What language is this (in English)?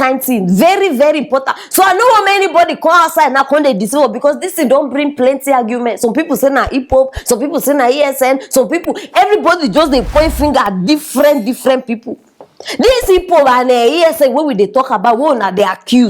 Nigerian Pidgin